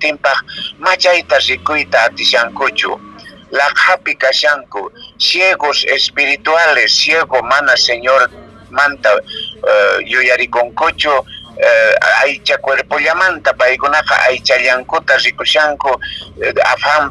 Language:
Quechua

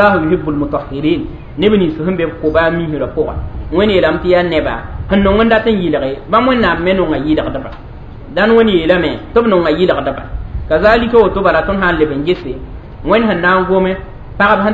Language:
Mossi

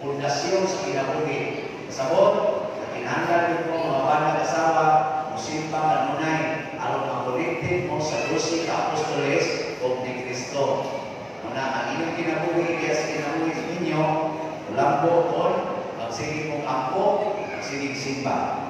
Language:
Cebuano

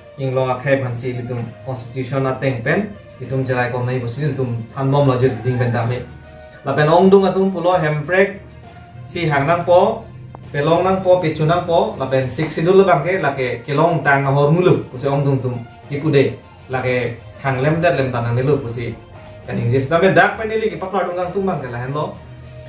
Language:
Karbi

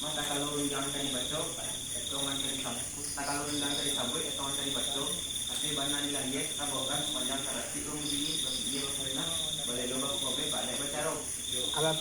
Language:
Minangkabau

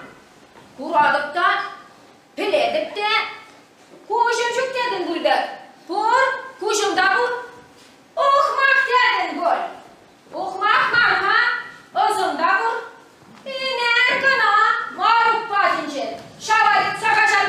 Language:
Chuvash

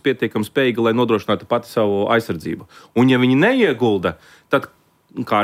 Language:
Latvian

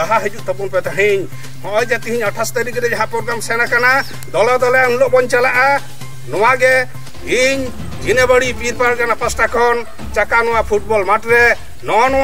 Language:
Santali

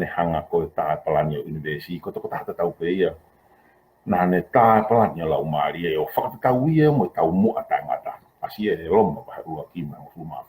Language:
Tongan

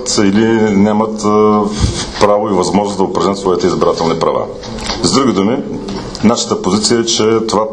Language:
Bulgarian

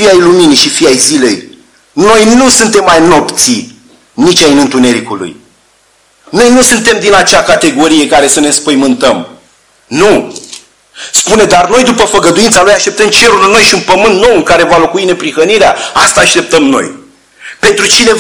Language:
Romanian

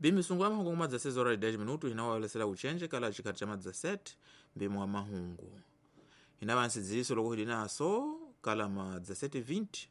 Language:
Tsonga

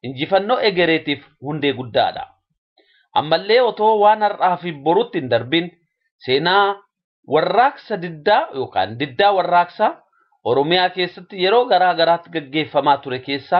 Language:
Oromo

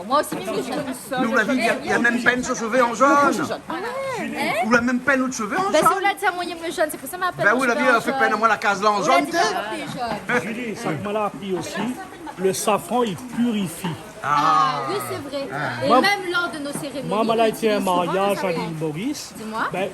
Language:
Réunion Creole French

